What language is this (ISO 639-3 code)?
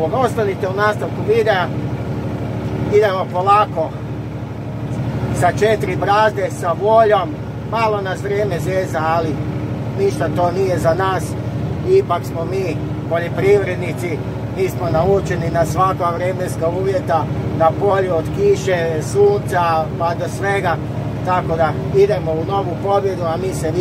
hrv